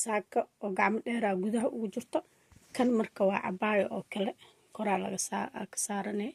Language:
Somali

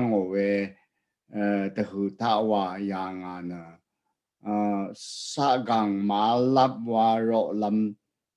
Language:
Rawang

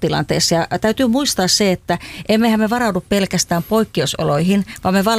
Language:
Finnish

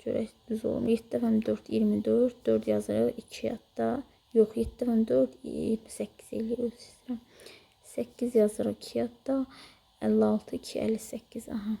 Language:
Azerbaijani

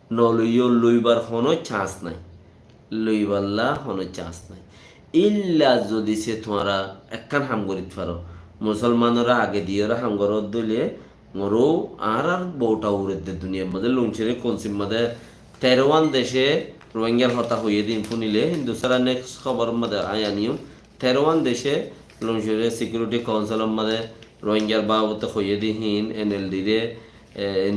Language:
Rohingya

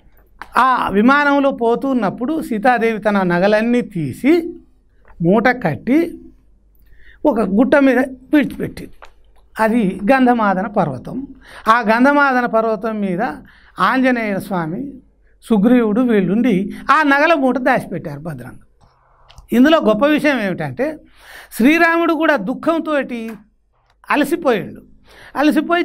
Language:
Telugu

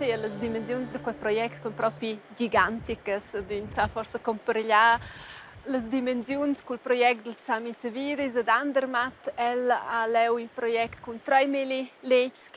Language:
Romansh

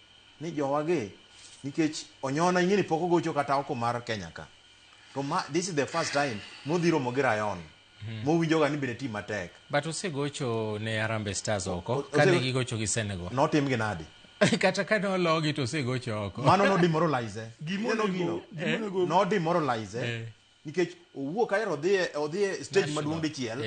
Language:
Luo (Kenya and Tanzania)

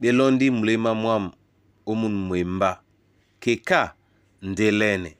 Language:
Duala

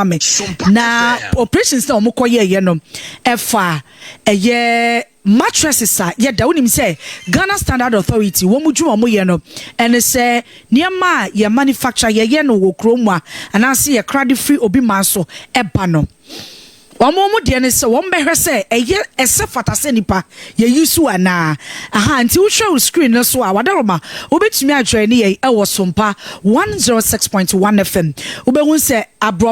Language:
Akan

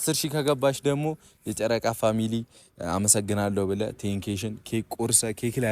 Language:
Amharic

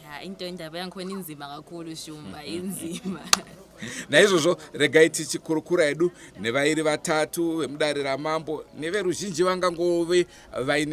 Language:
Shona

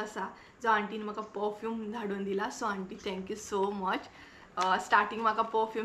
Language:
Konkani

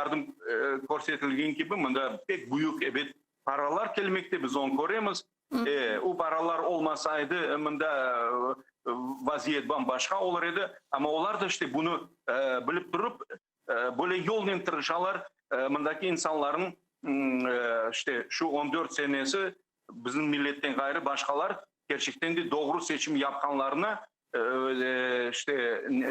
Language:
Crimean Tatar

